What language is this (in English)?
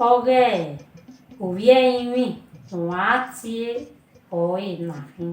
Bini